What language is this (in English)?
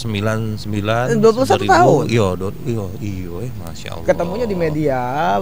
Musi